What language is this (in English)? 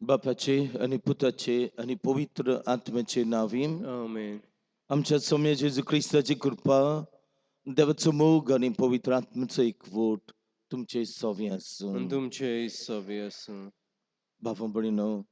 Konkani